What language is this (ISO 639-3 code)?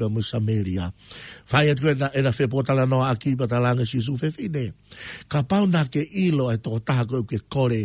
ton